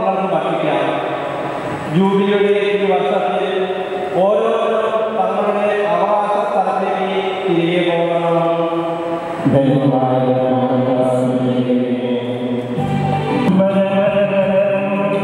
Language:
Malayalam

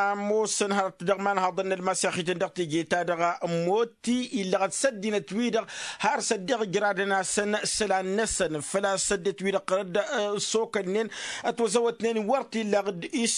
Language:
Tamasheq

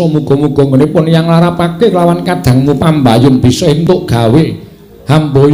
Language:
Javanese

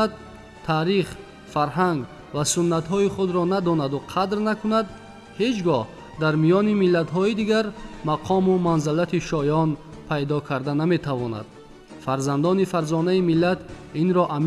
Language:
Tajik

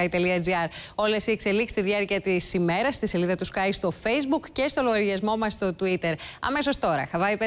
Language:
Greek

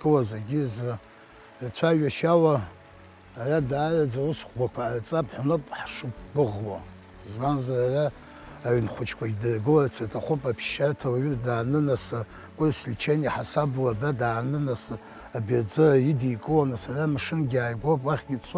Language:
Abkhazian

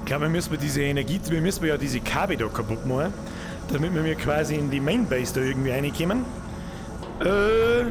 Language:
Bavarian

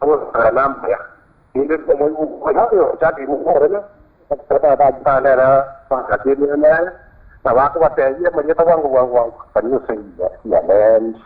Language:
Gusii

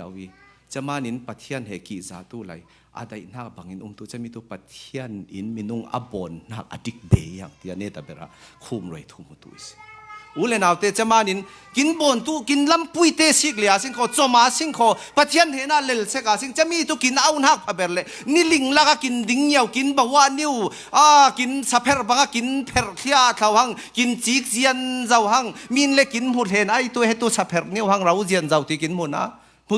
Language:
Falam Chin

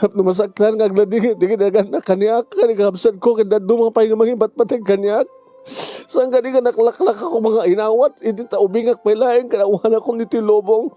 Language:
Iloko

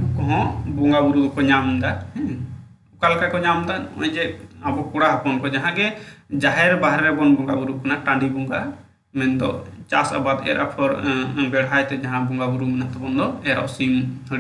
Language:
Santali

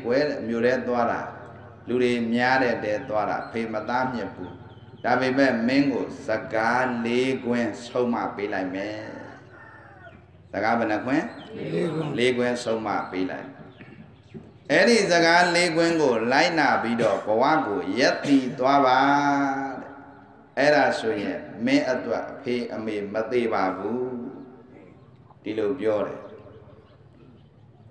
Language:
Burmese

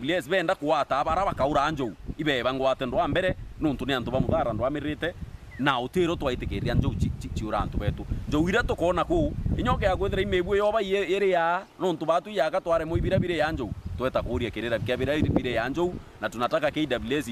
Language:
Meru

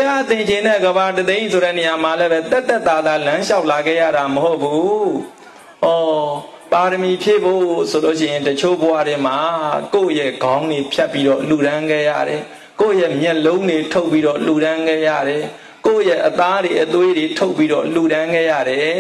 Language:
Burmese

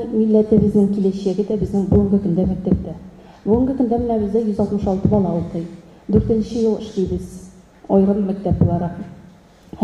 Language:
Tatar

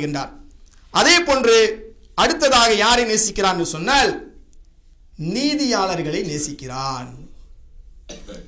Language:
Tamil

